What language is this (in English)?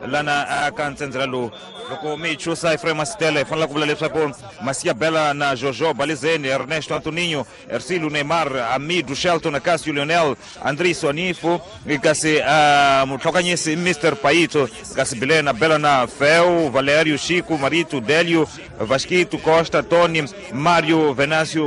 Tsonga